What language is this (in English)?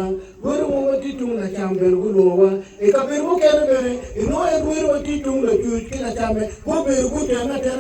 Acoli